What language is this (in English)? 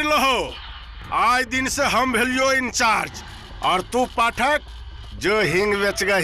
Maithili